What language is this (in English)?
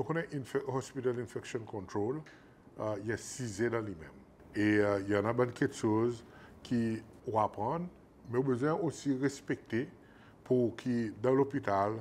Seselwa Creole French